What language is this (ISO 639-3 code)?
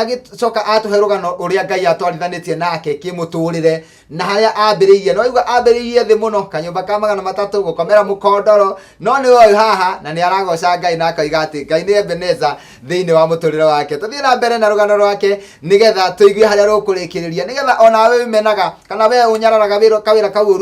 kik